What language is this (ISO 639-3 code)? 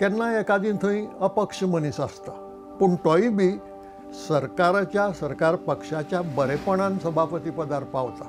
kok